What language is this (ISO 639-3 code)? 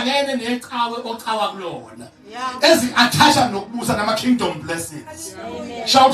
zul